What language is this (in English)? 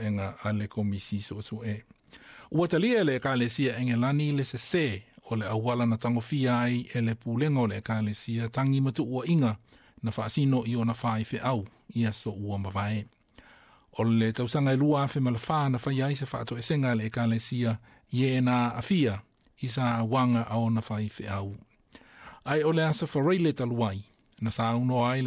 Samoan